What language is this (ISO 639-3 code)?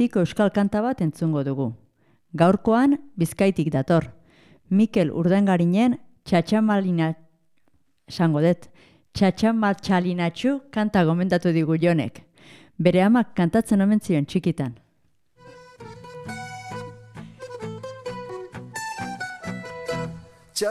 eus